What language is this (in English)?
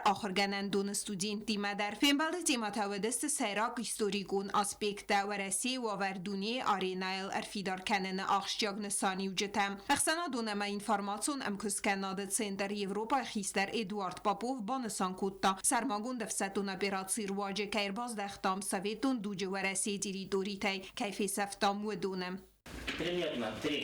Ossetic